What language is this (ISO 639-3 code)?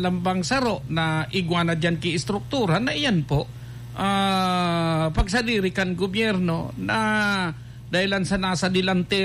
bik